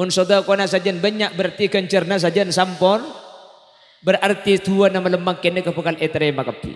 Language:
Madurese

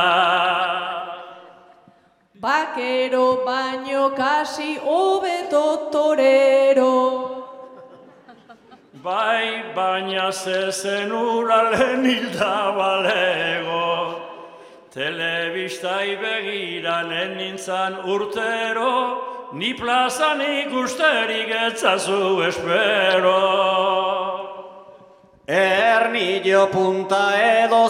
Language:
Basque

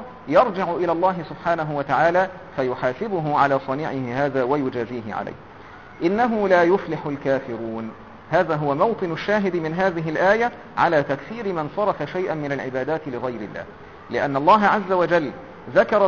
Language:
Arabic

